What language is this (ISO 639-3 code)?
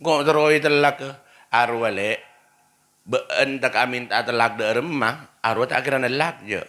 mad